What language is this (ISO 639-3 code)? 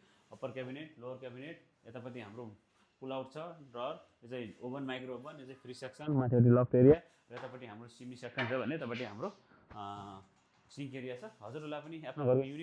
nep